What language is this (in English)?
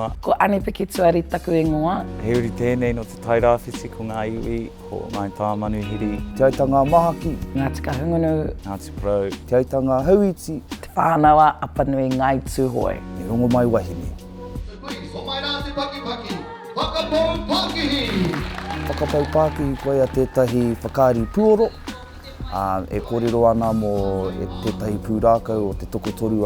Māori